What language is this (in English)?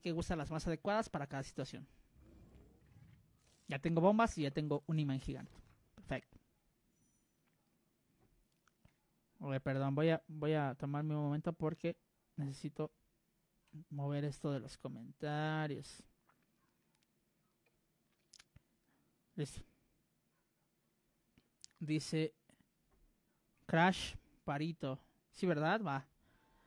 Spanish